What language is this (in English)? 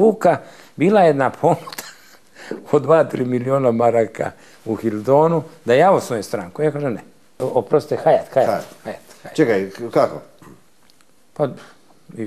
Serbian